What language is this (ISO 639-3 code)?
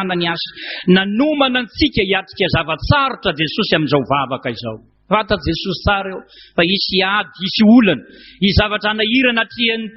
mlg